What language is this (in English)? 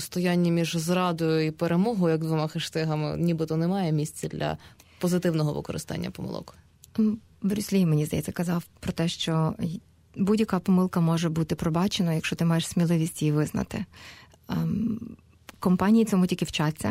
Ukrainian